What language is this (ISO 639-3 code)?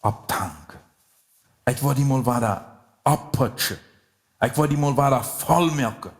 pdt